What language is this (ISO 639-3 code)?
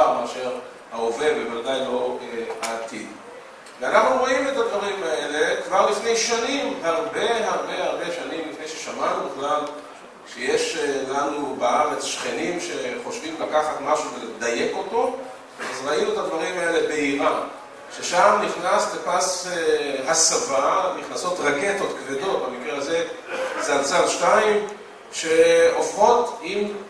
heb